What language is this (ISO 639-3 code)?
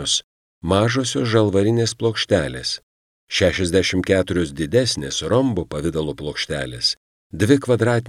lit